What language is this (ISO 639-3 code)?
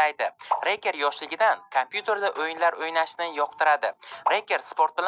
uzb